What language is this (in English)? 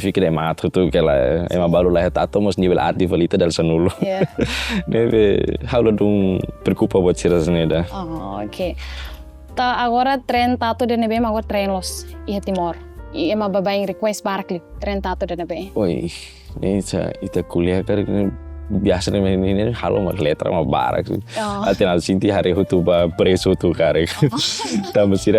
Tetum